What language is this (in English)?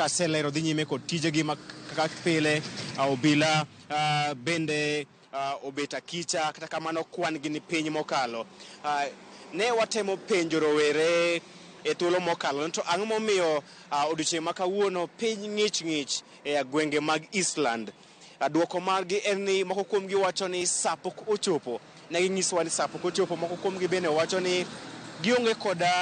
Luo (Kenya and Tanzania)